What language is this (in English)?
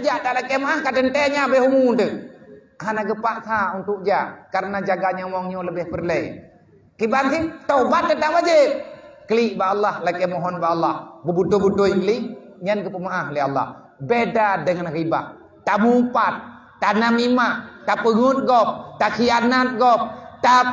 Achinese